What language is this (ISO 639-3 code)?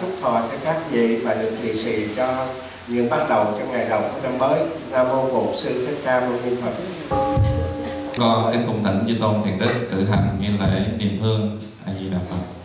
vie